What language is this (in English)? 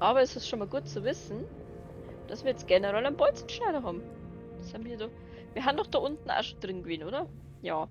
Bavarian